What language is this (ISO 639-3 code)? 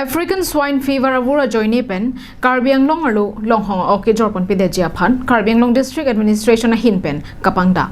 mjw